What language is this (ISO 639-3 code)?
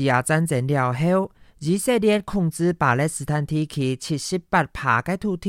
hak